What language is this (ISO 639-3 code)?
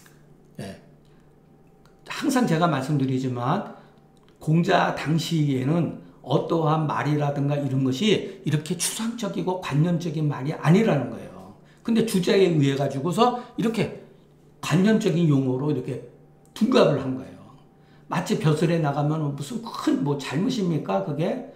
kor